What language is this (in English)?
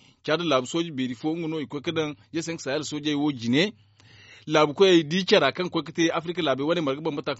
Zarma